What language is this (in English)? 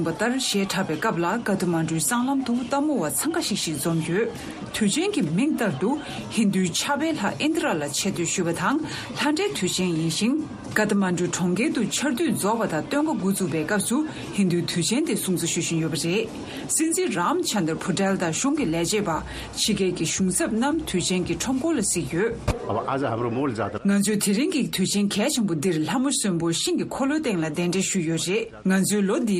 Tibetan